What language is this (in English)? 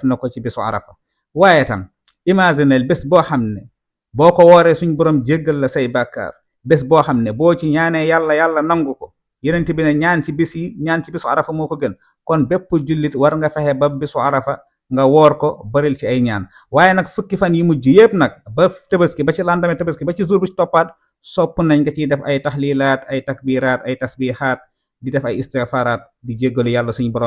Wolof